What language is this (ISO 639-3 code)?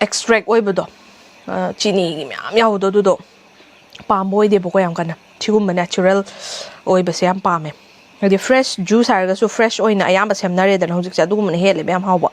mni